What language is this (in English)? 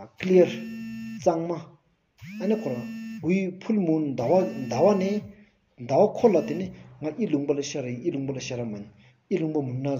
Stod Bhoti